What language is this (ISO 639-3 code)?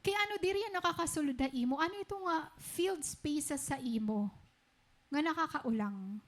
war